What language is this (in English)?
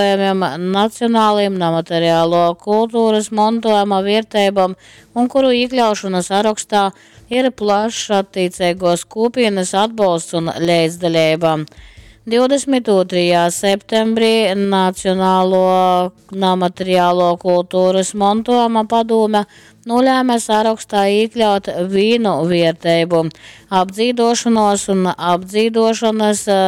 Latgalian